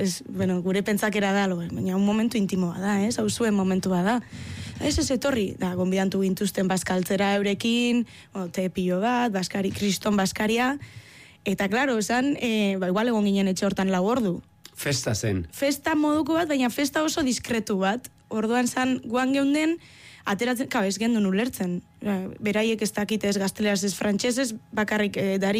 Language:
Basque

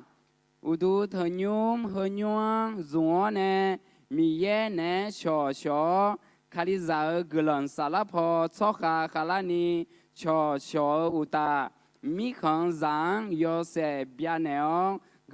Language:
Akha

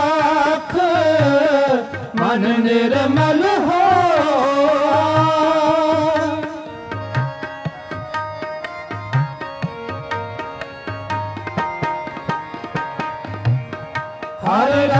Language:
Punjabi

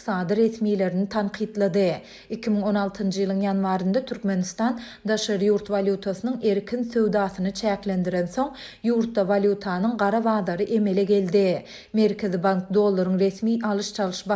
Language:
Turkmen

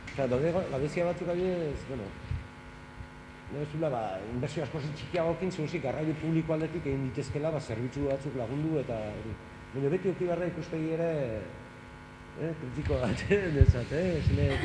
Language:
Basque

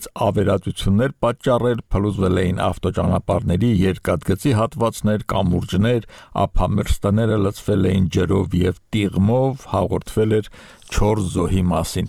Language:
Armenian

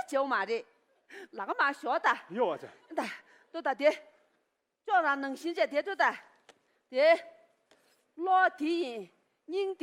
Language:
Tibetan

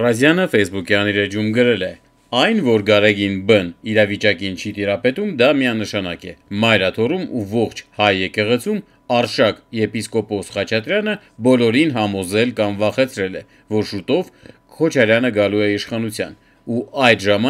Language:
Armenian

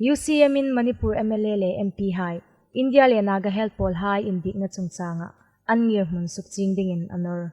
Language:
Hmar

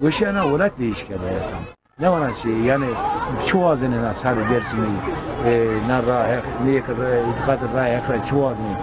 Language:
Zaza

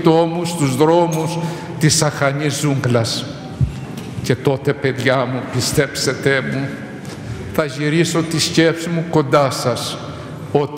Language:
Greek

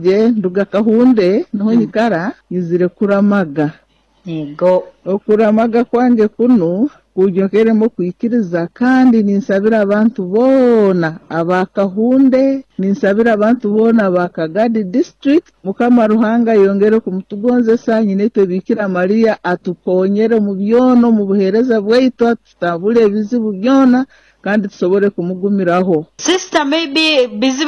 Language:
Nyoro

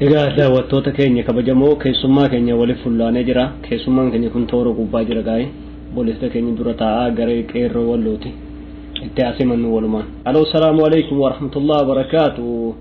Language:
Oromo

